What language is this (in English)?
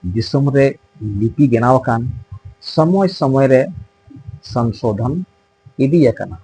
Santali